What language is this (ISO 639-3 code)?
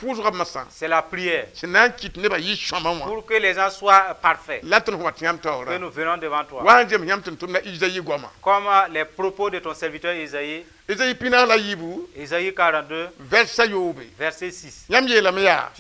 mos